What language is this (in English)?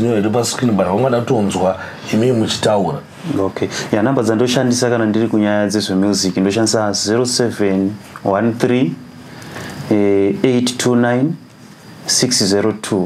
Shona